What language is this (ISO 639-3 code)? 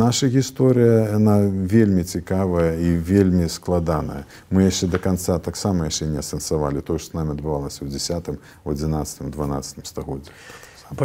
bel